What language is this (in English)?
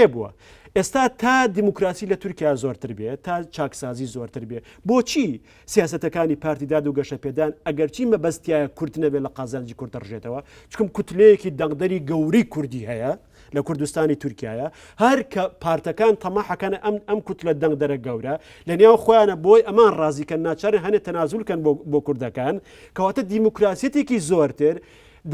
Central Kurdish